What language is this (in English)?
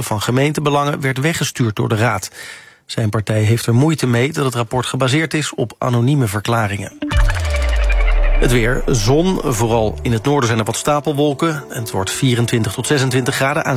Dutch